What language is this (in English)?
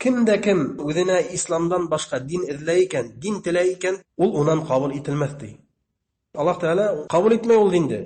Bashkir